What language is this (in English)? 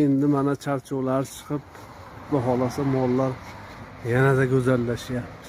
Uzbek